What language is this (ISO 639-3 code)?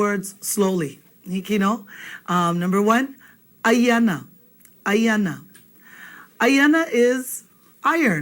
haw